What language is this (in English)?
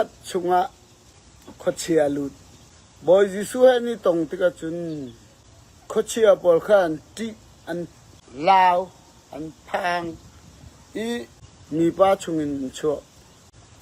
Falam Chin